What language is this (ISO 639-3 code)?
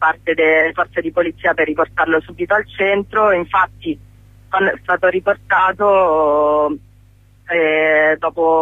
ita